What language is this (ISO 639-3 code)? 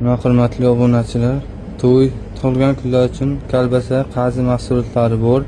uzb